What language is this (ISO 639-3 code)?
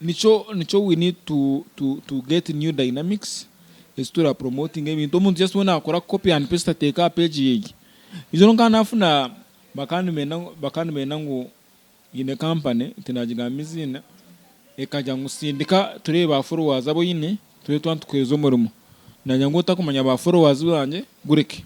nyn